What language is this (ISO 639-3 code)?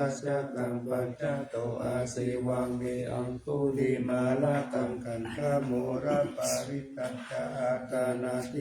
pli